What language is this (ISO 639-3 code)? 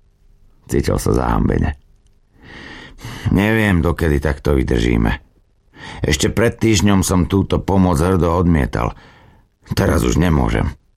slk